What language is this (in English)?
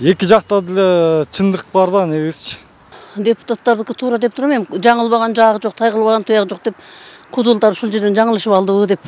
Kyrgyz